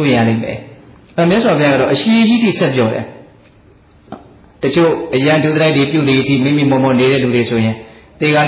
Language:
Burmese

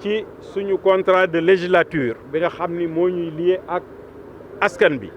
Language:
Wolof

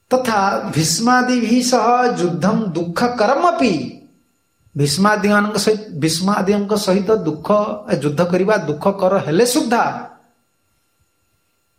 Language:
Odia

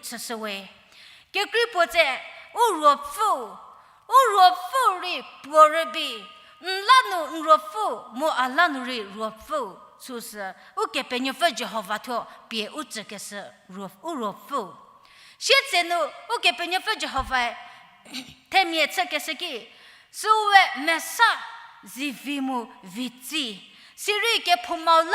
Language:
Angami Naga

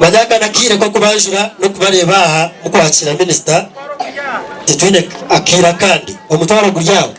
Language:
Nyankole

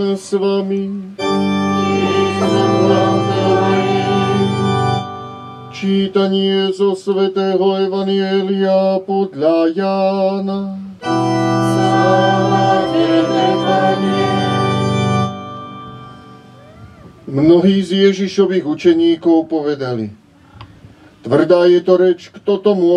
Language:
Slovak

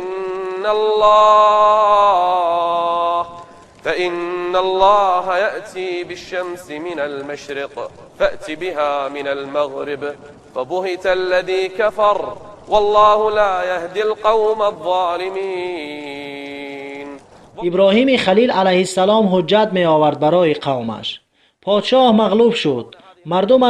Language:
Tajik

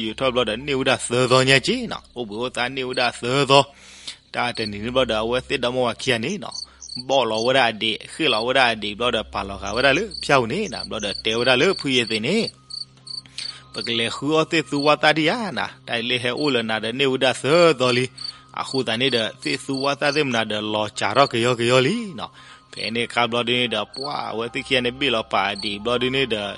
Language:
S'gaw Karen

